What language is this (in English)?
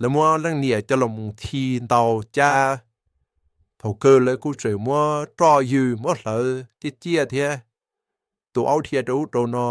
Hmong